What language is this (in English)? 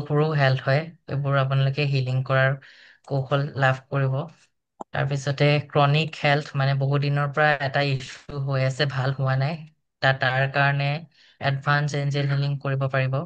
Assamese